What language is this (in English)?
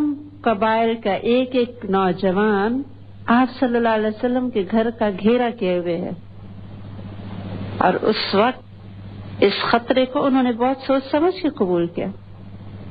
Urdu